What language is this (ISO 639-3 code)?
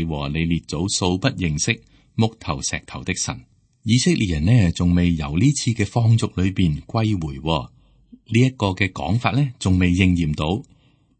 yue